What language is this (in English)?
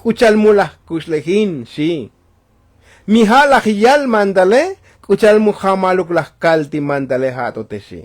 Tzotzil